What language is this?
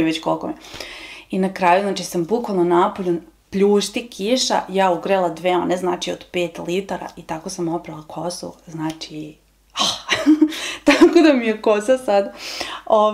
Serbian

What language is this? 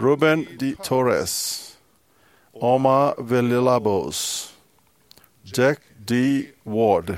Fijian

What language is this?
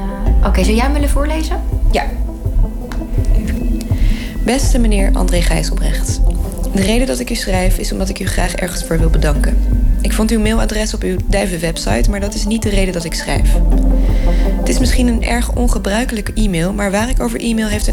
Dutch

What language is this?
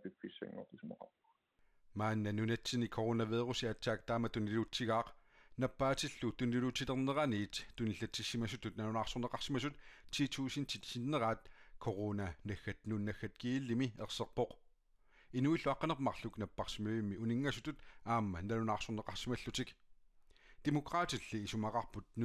Kalaallisut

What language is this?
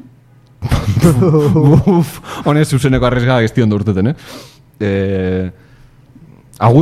Basque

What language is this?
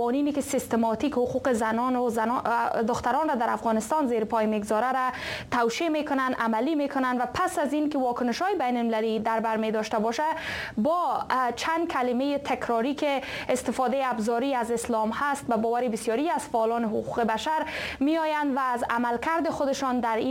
Persian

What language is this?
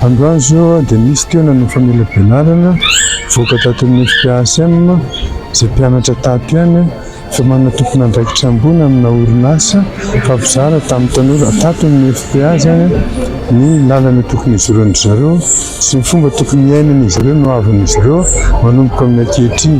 Malagasy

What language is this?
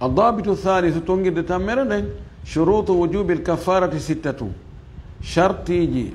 Fula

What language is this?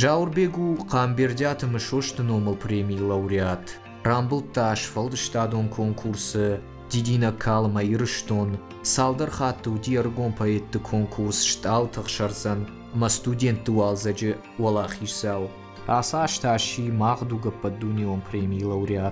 Ossetic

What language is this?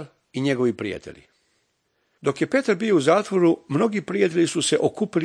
Serbian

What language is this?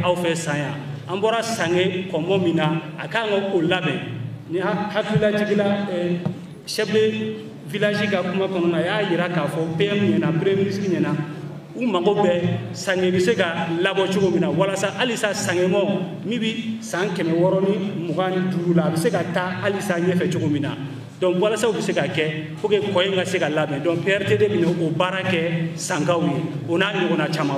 Bambara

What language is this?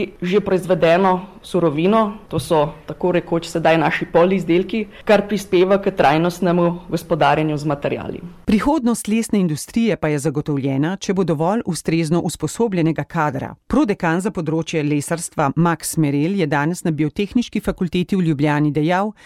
Slovenian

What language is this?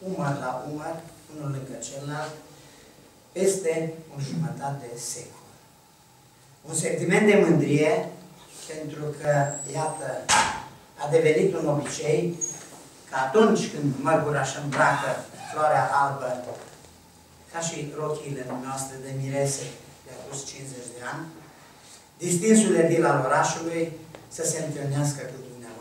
Romanian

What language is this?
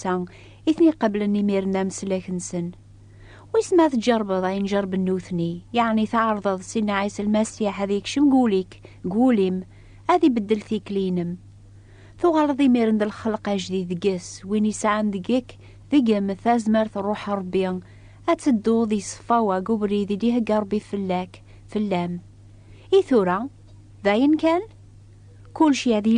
Kabyle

